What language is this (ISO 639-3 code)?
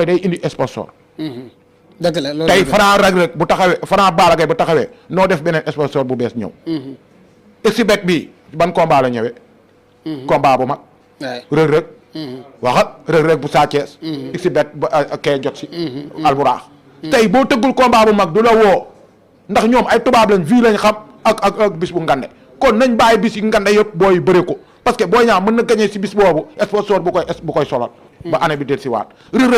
wol